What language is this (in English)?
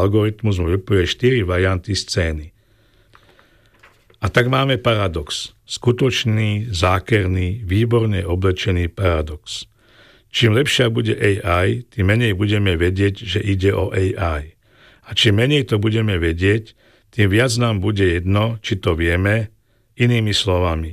Slovak